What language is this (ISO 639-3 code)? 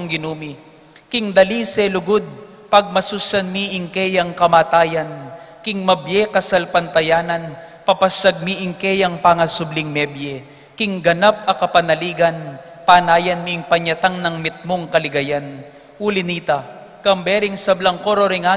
pam